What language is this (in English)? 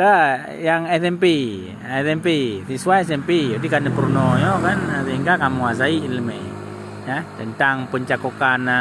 Achinese